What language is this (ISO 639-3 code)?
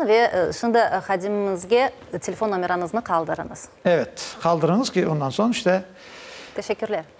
crh